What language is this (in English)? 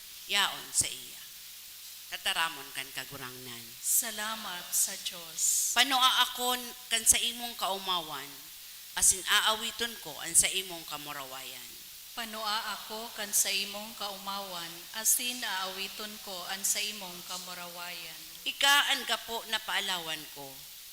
Bikol